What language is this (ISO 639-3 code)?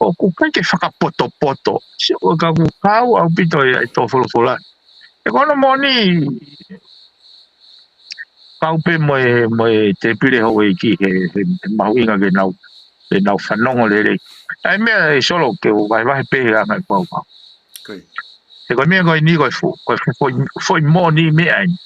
ton